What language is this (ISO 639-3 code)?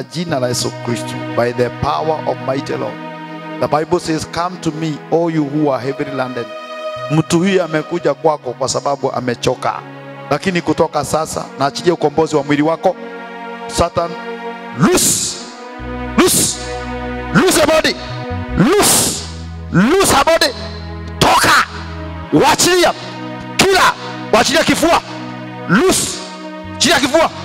swa